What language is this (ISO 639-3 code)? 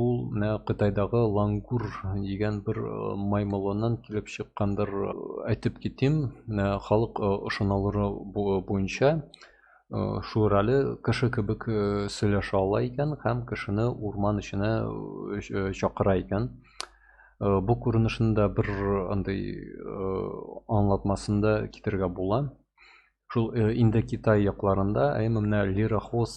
tat